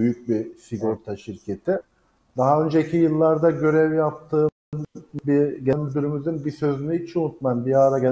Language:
Turkish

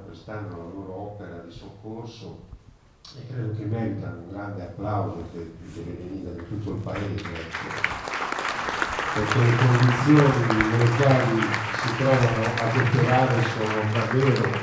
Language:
Italian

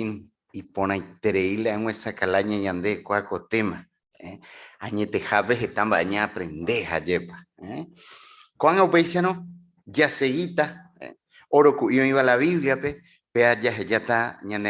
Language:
Guarani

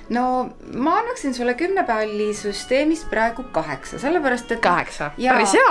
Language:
Estonian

